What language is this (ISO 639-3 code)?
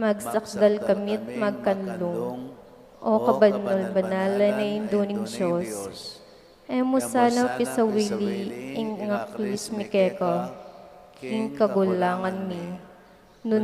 pam